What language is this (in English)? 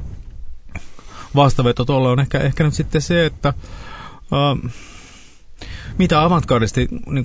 Finnish